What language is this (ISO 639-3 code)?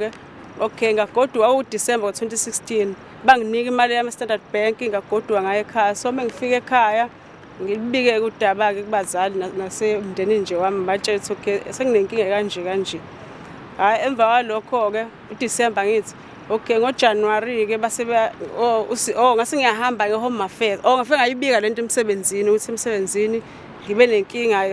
zul